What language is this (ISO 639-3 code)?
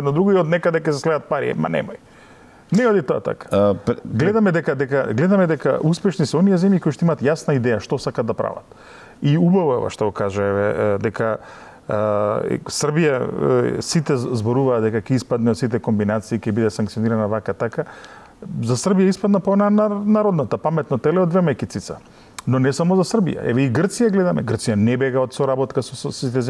mkd